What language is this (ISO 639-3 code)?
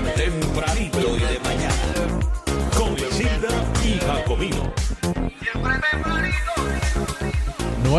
spa